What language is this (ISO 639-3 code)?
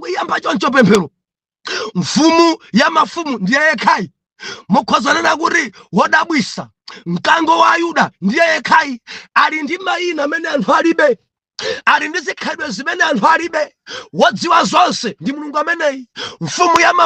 nya